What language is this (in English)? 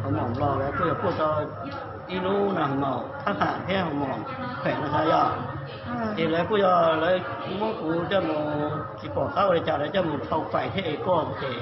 Hmong